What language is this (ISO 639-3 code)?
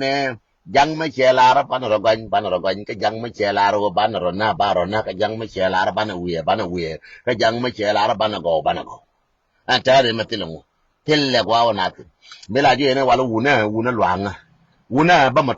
nus